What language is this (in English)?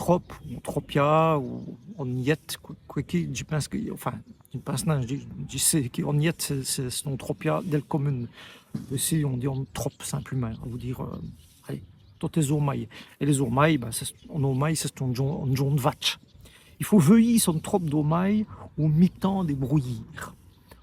Walloon